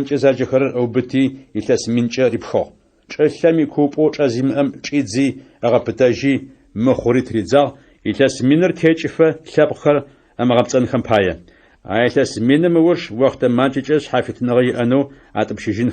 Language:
Adyghe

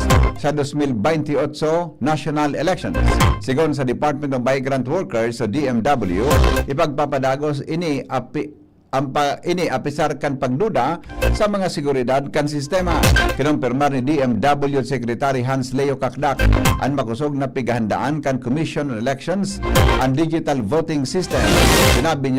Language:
Bikol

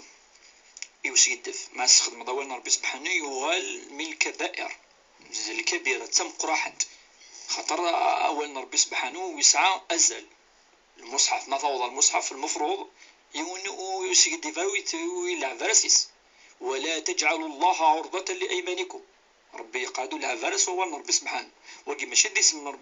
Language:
Kabyle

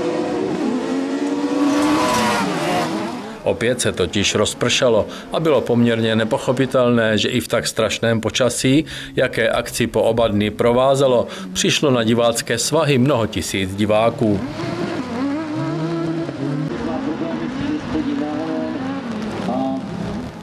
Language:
Czech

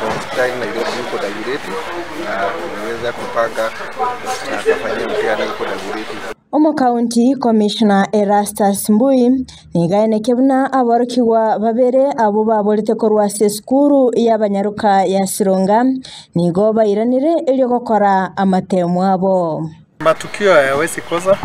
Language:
Gusii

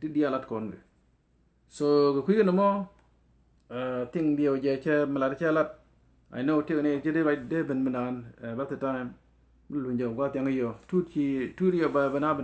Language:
Nuer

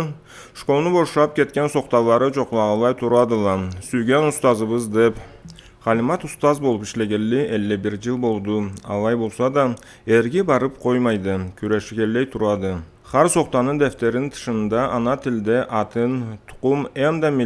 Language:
Karachay-Balkar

